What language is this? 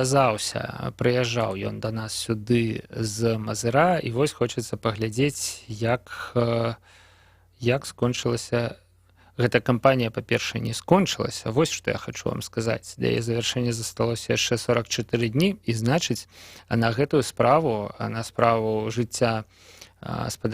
Belarusian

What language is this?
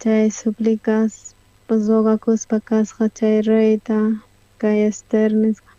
South Bolivian Quechua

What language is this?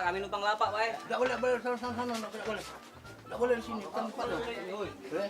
Musi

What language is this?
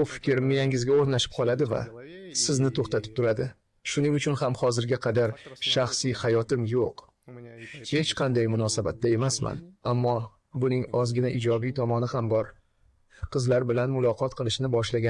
Uzbek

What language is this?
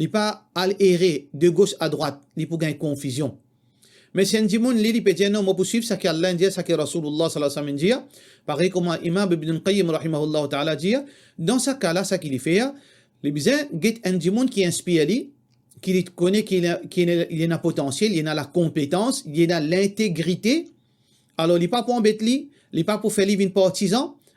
Morisyen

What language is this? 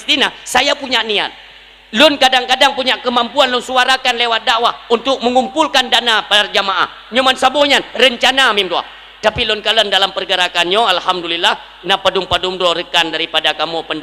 Achinese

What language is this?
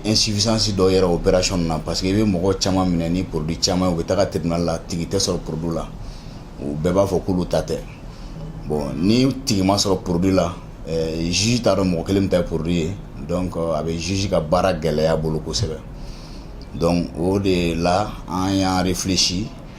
Bambara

